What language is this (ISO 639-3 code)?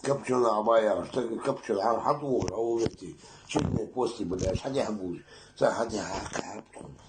inh